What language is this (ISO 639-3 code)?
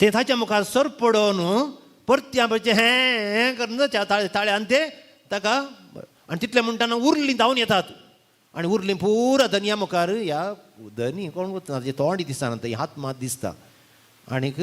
kok